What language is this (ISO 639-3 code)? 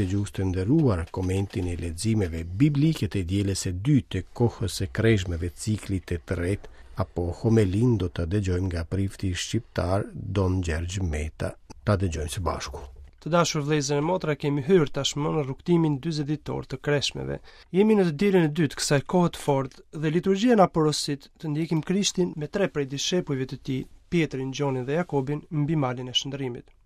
sqi